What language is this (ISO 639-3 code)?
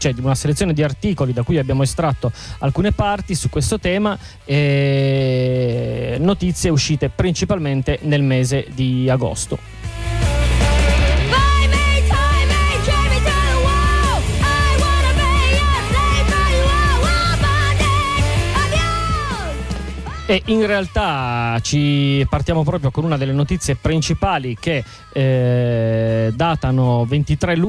ita